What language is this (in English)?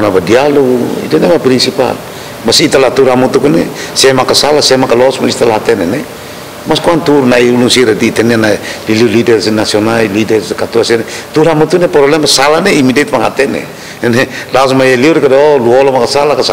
Tetum